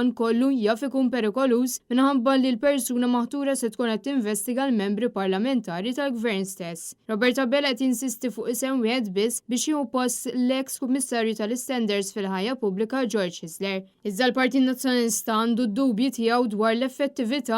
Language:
Maltese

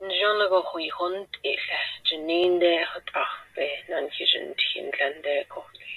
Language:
Navajo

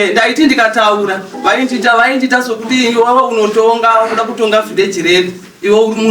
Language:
Shona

